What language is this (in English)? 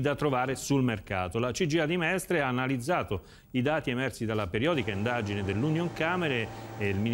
Italian